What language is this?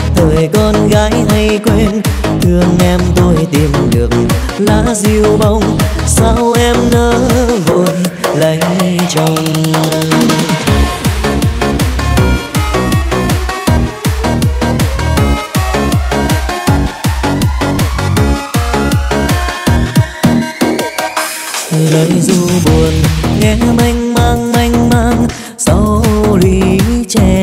Vietnamese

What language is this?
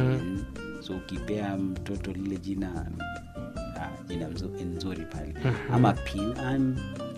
Swahili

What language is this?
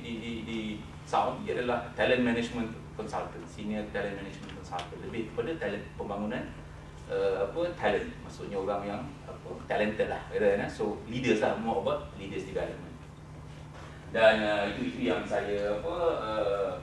Malay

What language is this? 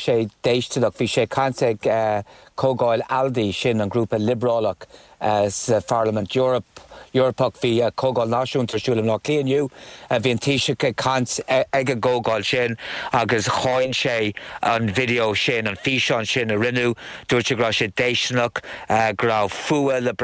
Irish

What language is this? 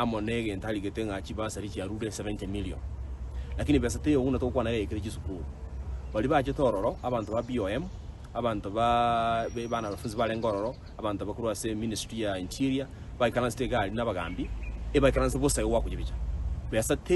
Gusii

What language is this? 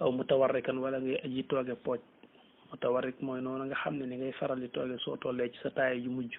Wolof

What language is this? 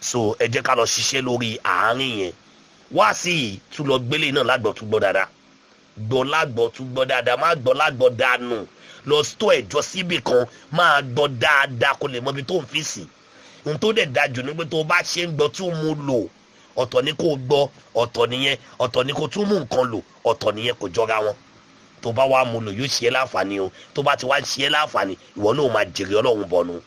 Yoruba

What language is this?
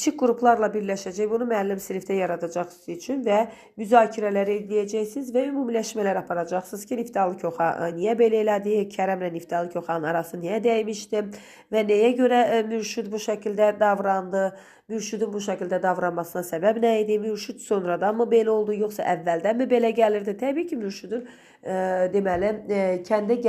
Azerbaijani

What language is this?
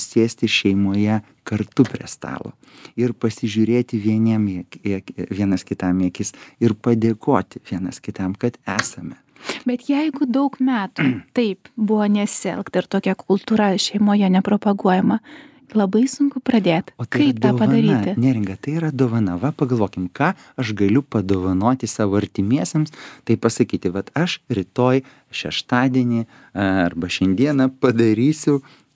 Lithuanian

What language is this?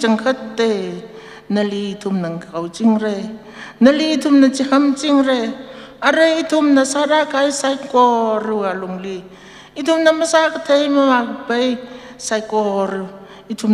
Tangkhul Naga (India)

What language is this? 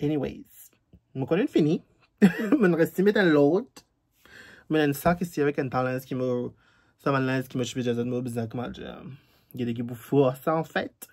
Morisyen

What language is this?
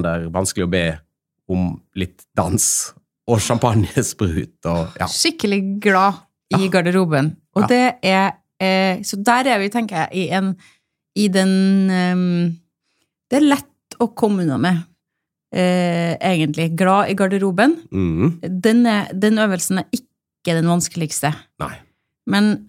Norwegian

